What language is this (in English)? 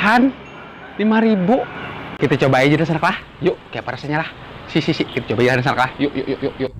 Banjar